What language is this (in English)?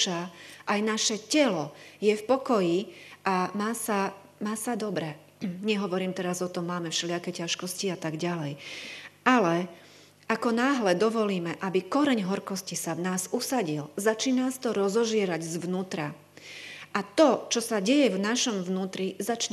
Slovak